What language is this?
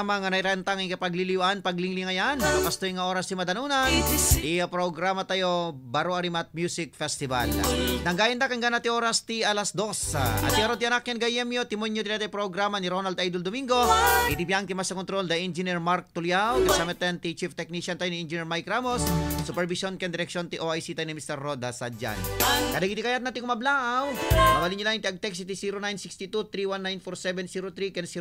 Iloko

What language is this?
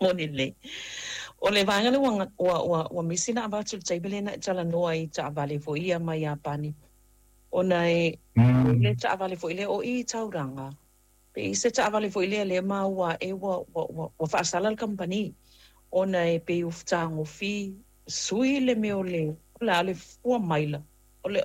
Samoan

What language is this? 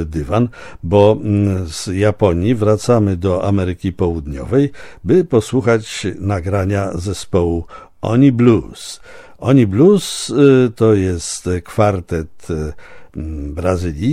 Polish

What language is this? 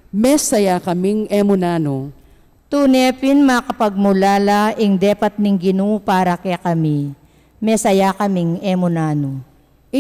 Pampanga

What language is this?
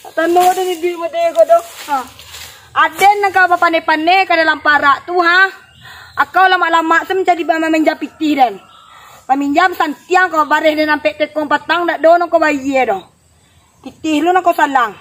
Minangkabau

